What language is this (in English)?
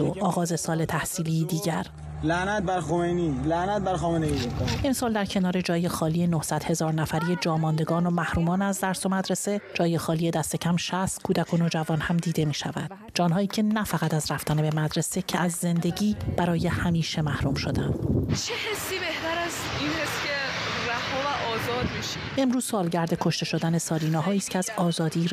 Persian